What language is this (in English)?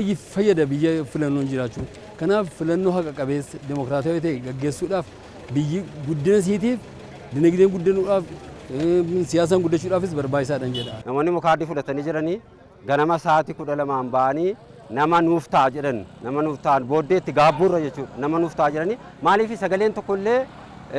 Oromo